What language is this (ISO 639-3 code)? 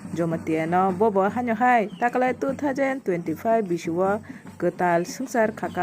trp